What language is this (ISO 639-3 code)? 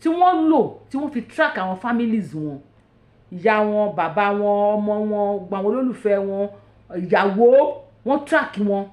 yor